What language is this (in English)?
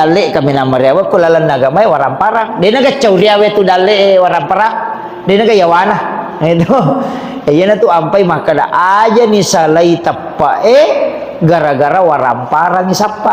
Buginese